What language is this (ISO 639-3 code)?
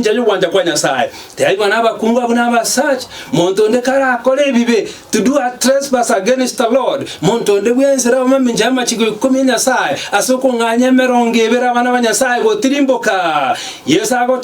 guz